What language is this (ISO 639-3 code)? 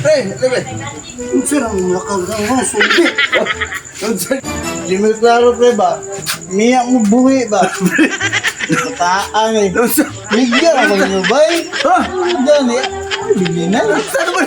ceb